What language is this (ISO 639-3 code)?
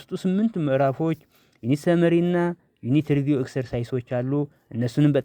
amh